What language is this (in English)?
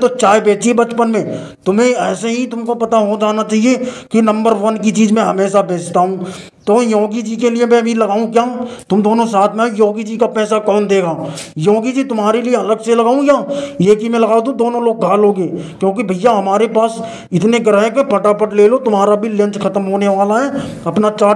Hindi